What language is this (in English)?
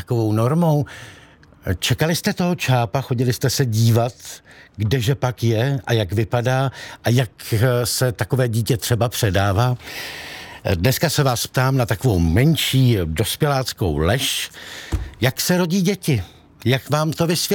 Czech